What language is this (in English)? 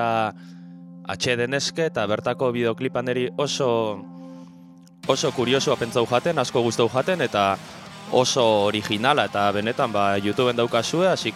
Basque